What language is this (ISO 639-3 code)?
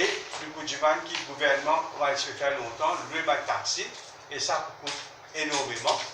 mfe